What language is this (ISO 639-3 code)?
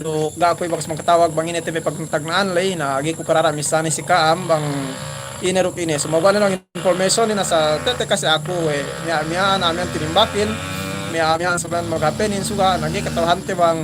yka